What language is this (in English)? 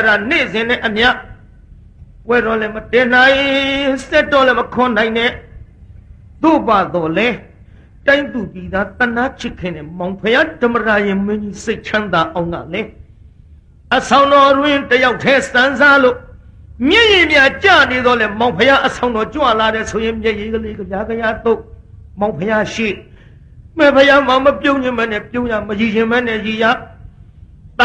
Burmese